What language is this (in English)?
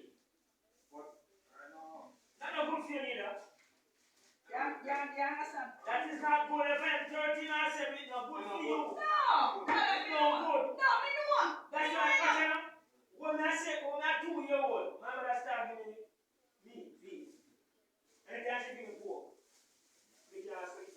Jamaican Creole English